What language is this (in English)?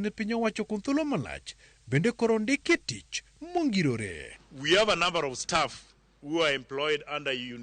Luo (Kenya and Tanzania)